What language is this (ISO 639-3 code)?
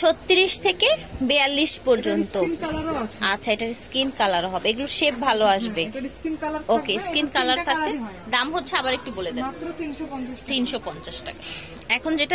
ben